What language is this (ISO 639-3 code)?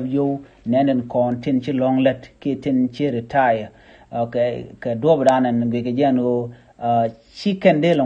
nus